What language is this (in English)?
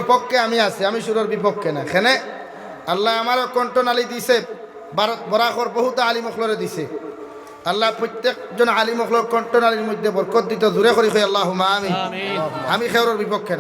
Sylheti